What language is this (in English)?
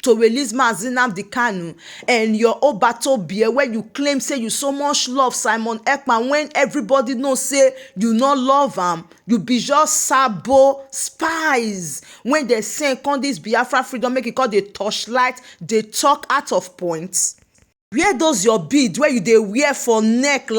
Nigerian Pidgin